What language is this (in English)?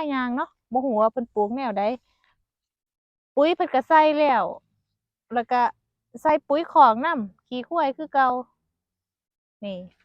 Lao